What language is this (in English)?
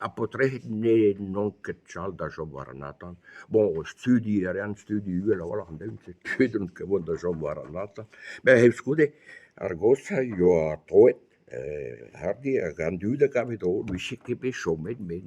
Breton